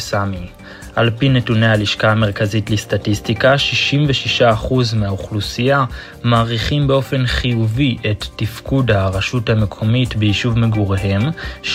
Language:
Hebrew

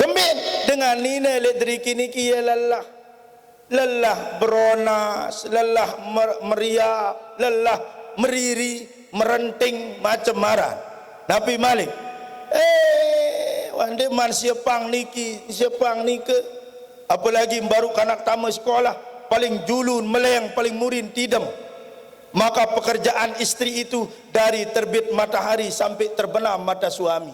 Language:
Sasak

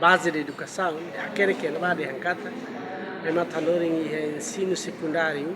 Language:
Tetum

